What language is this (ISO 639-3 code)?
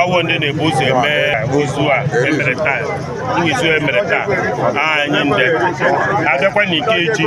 ibo